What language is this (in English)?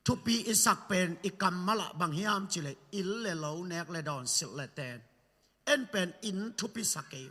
Tedim Chin